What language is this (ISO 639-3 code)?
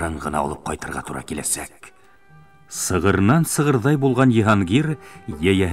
bak